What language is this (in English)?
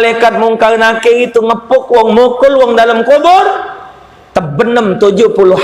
Musi